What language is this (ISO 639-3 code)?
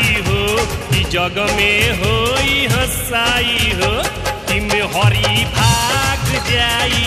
bho